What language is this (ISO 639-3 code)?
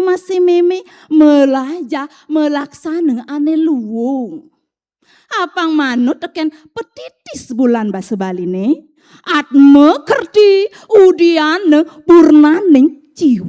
ban